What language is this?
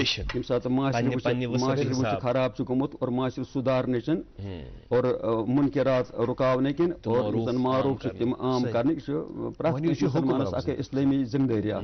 Kashmiri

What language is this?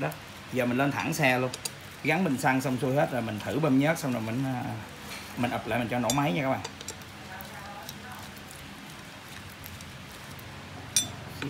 Vietnamese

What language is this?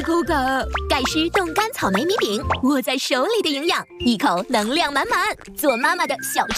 Chinese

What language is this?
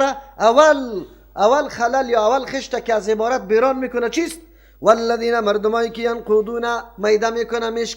Persian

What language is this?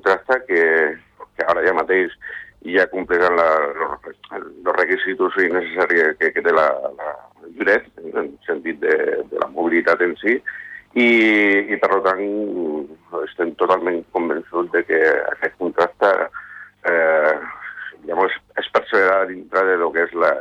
Catalan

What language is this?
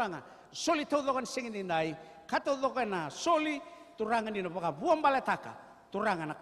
Fijian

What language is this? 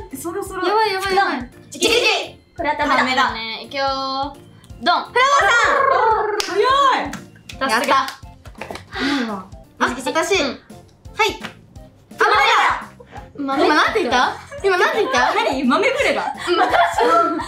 Japanese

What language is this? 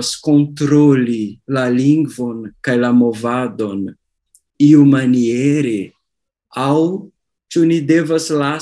Esperanto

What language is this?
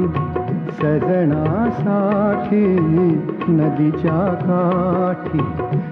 Marathi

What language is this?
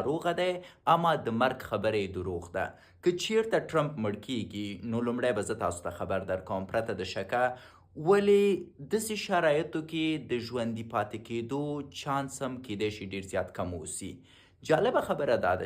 Pashto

